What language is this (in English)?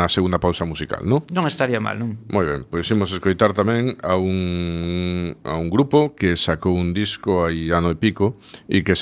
Galician